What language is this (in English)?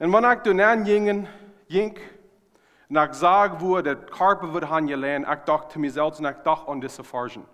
Plautdietsch